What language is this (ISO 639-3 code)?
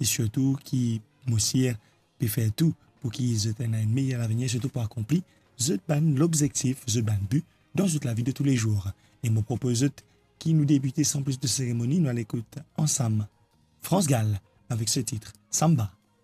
mfe